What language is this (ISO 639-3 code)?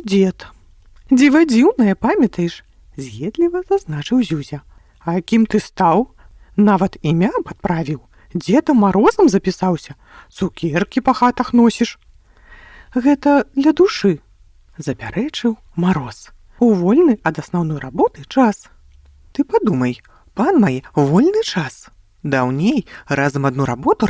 bel